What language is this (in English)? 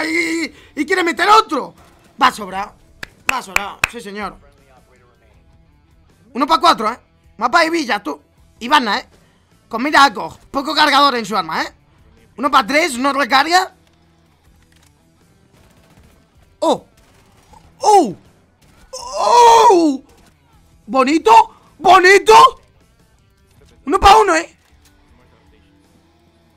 Spanish